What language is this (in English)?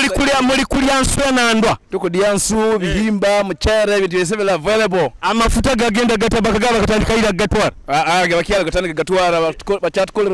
Nyoro